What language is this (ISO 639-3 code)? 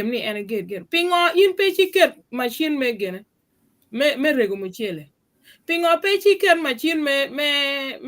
ach